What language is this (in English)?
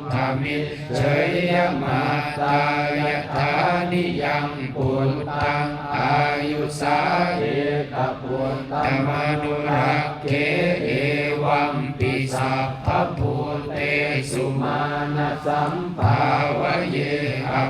Pali